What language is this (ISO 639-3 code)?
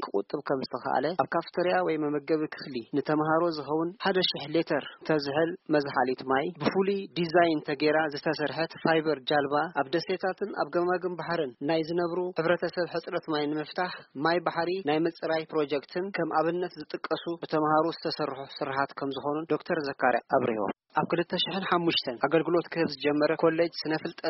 tir